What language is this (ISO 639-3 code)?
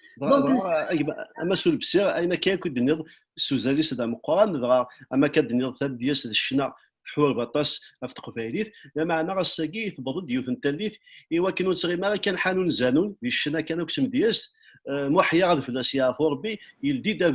kab